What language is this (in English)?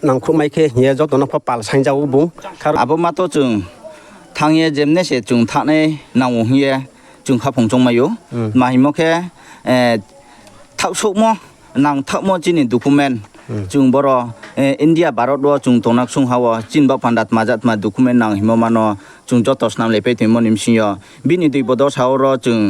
Riang (India)